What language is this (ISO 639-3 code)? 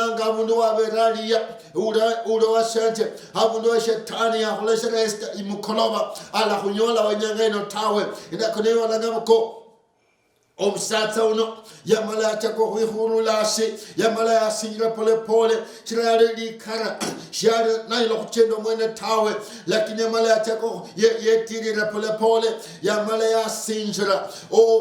luy